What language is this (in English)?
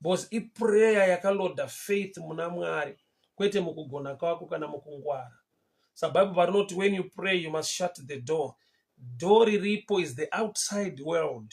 Shona